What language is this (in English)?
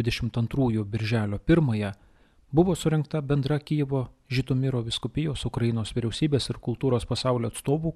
Lithuanian